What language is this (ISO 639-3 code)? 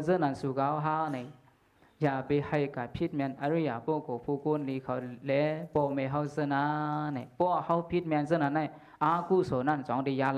shn